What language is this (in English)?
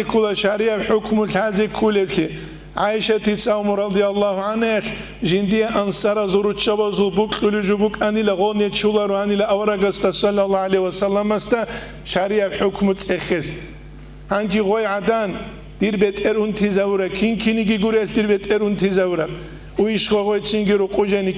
Avaric